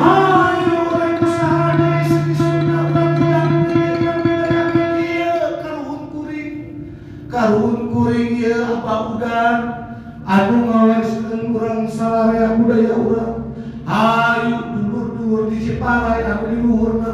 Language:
Sundanese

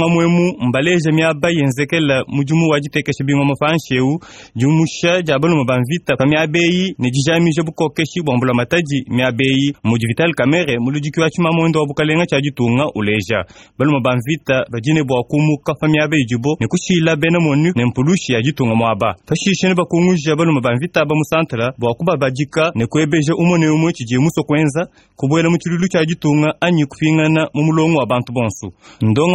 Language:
Luba-Lulua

